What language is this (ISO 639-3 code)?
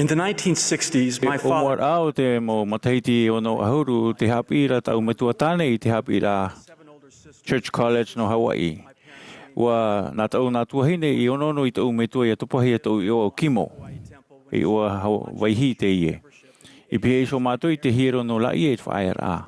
tah